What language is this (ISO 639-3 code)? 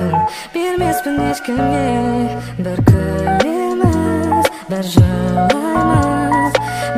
kaz